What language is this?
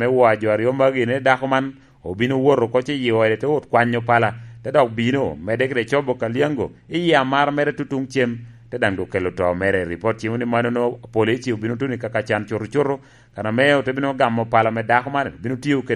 Lango (Uganda)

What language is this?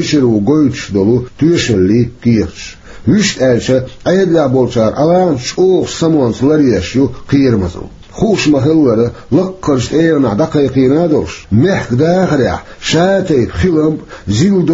Chechen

